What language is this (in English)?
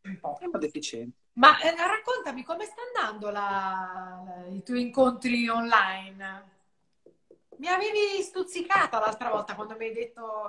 Italian